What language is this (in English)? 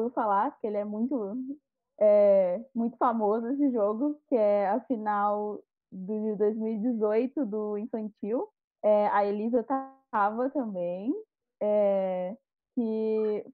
Portuguese